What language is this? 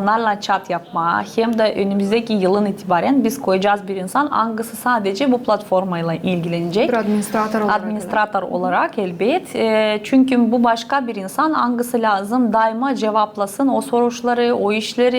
Gagauz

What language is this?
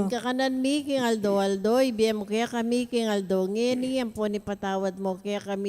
Pampanga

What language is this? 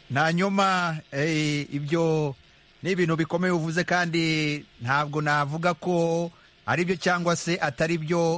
Kinyarwanda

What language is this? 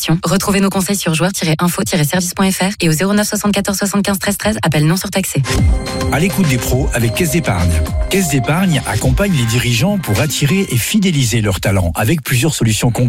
French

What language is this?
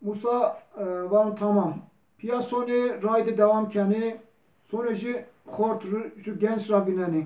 Zaza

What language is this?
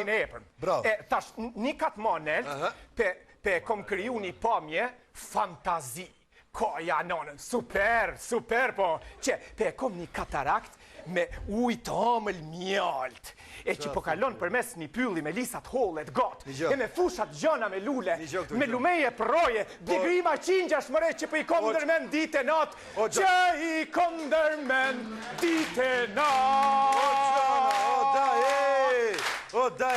Albanian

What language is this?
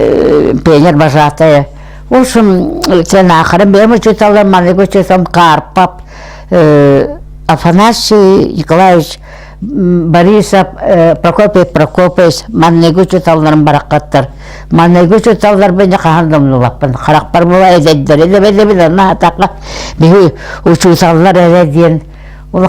Yakut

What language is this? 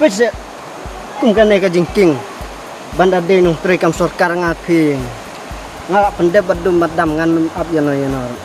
Khasi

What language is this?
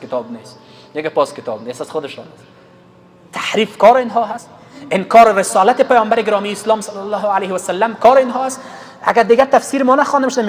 Persian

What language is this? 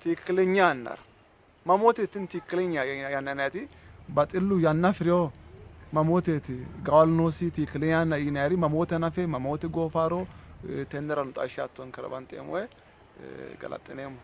Sidamo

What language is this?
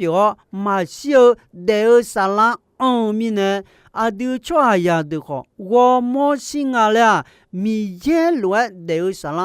Akha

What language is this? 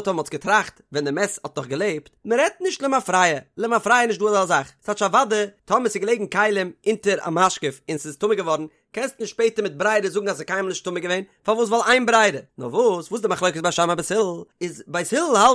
Yiddish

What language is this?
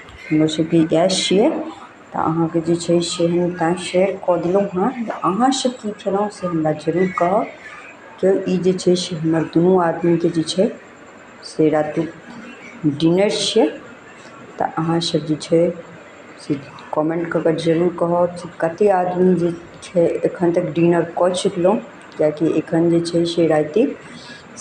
Maithili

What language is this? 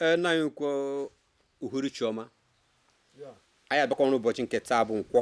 Igbo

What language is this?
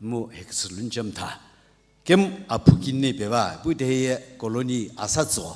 Sumi Naga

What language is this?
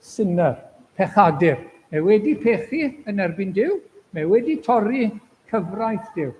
Welsh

